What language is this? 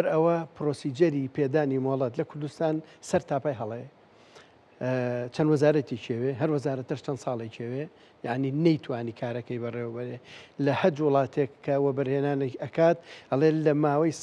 Central Kurdish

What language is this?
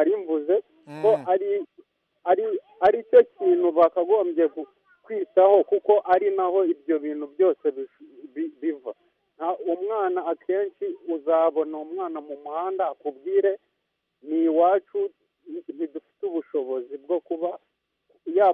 Kinyarwanda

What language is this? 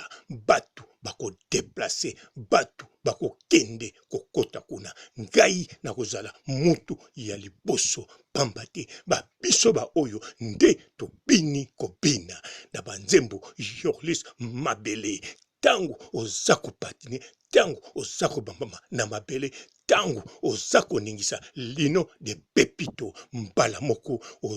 Lingala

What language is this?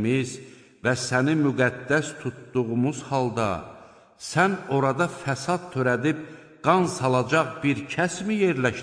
Azerbaijani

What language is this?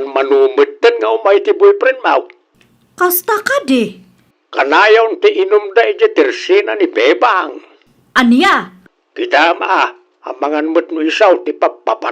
Iloko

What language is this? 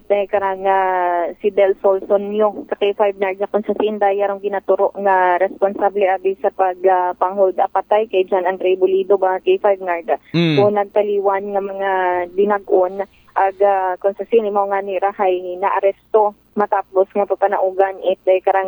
Aklanon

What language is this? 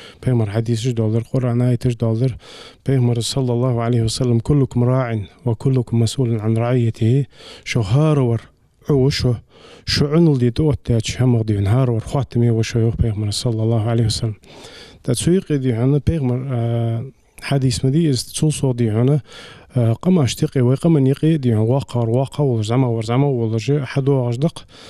Ingush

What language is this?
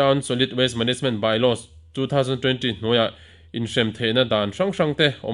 Mizo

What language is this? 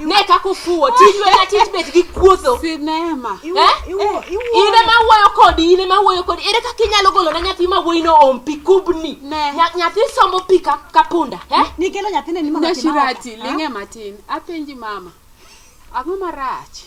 Luo (Kenya and Tanzania)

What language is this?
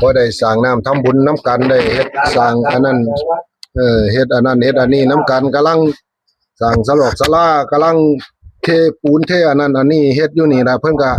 Northeastern Thai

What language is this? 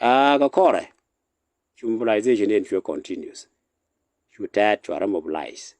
Nuer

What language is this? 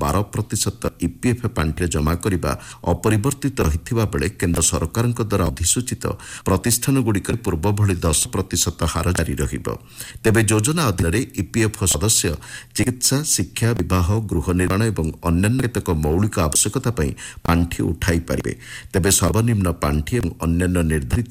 Odia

